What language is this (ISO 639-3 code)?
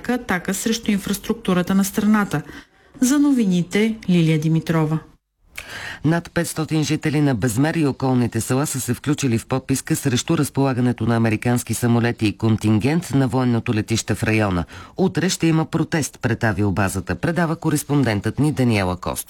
bul